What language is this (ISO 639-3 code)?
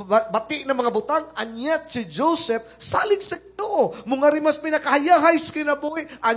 ceb